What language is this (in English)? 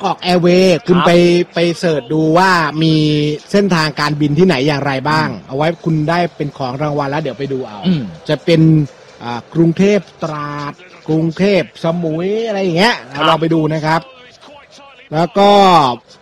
Thai